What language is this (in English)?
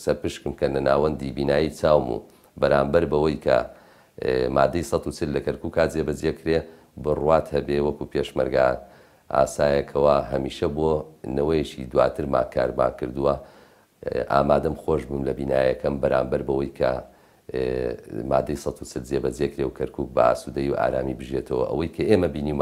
Central Kurdish